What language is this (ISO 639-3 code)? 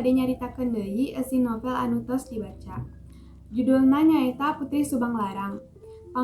sun